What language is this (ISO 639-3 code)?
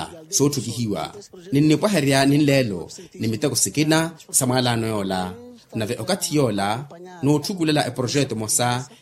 vmw